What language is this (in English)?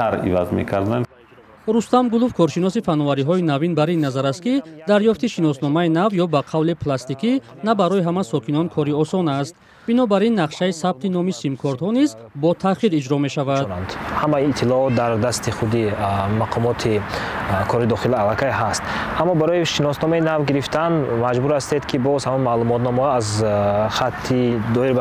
Tajik